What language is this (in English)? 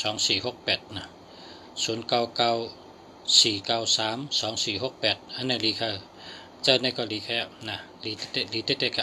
Shan